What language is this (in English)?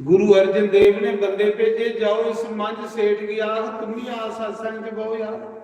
Dogri